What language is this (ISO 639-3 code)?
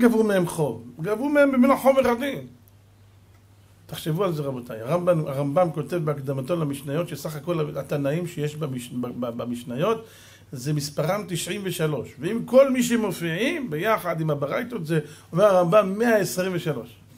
heb